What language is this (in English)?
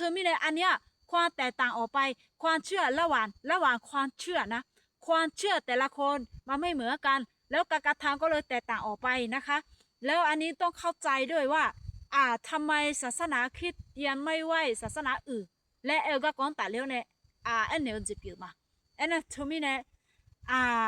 Akha